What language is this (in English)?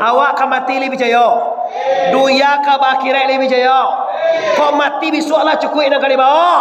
Minangkabau